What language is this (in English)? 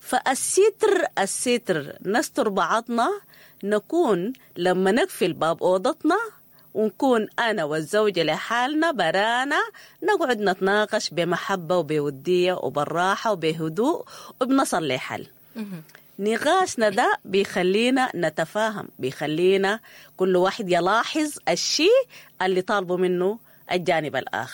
Sudanese Arabic